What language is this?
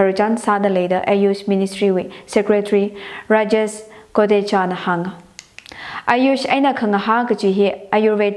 Tangkhul Naga (India)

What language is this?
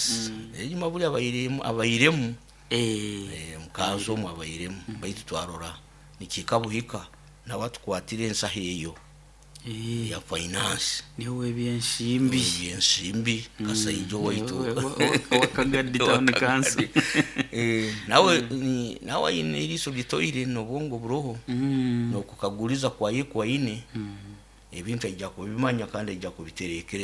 Nyoro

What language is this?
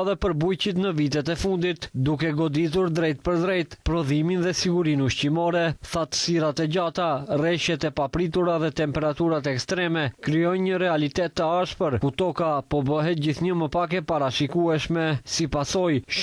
Albanian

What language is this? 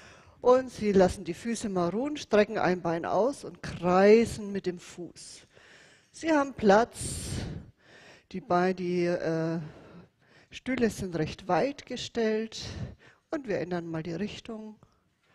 German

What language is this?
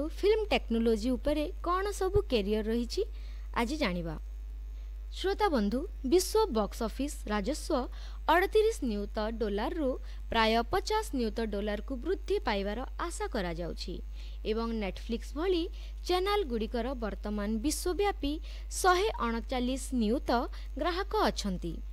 Odia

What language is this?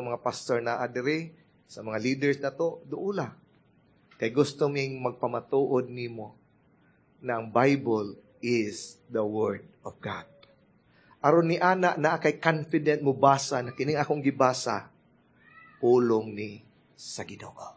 Cebuano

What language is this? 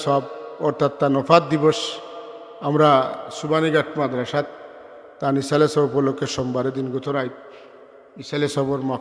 Sylheti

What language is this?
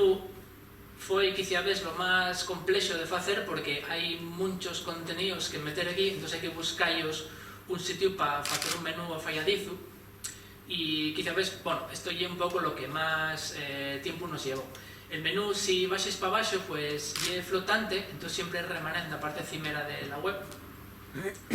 Asturian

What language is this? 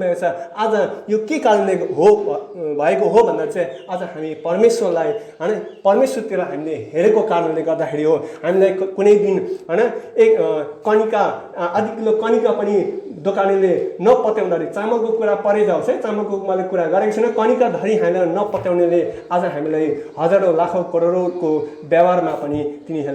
Nepali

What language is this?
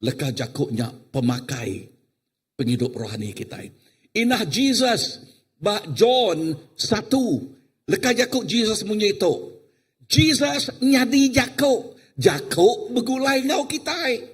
Iban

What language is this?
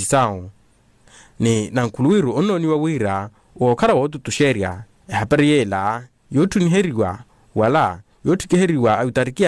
Makhuwa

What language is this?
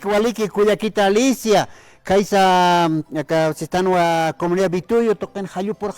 Aymara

